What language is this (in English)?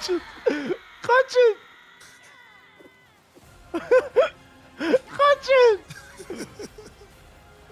Turkish